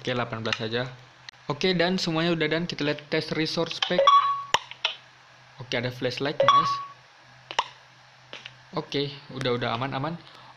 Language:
Indonesian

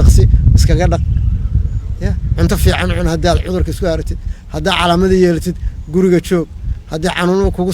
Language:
Somali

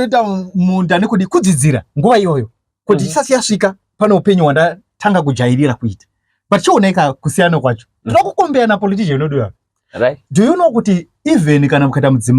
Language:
Shona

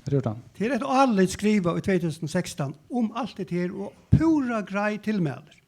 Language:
Faroese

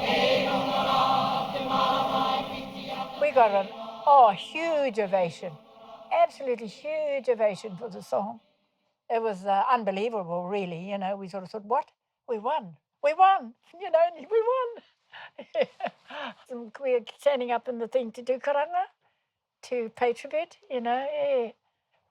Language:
Māori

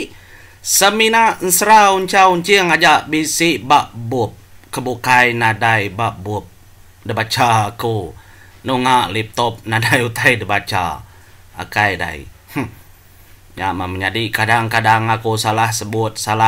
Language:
Iban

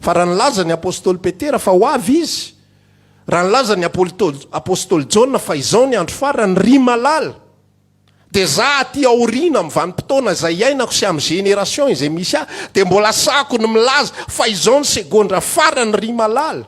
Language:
Malagasy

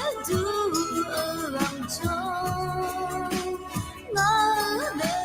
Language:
Akha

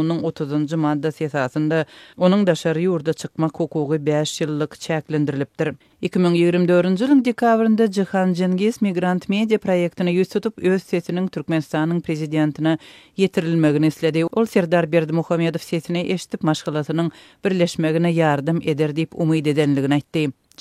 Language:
Turkmen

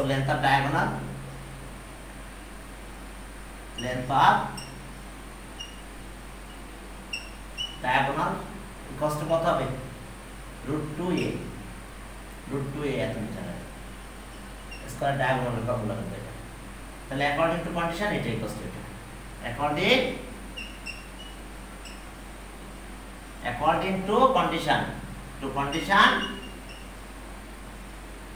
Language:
Bangla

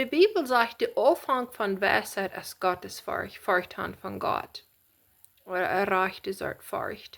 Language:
Plautdietsch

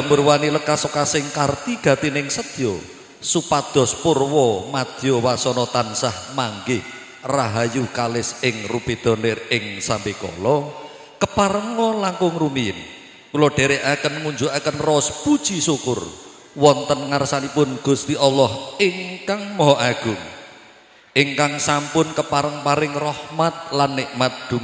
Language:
Javanese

